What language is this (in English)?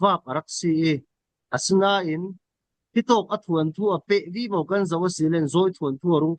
Falam Chin